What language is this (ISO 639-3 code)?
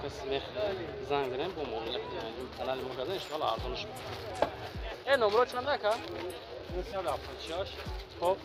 tgk